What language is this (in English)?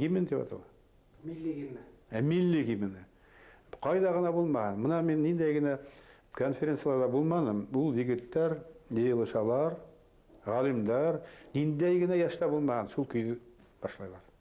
Bashkir